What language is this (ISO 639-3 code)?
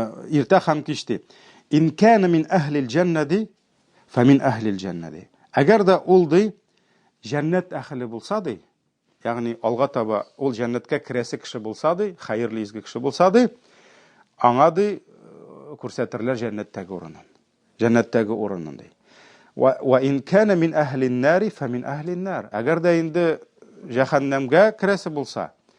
tat